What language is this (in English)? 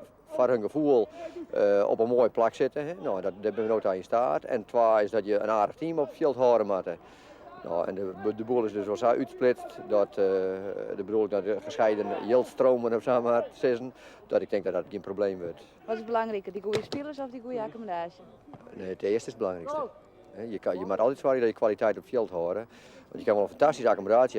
Western Frisian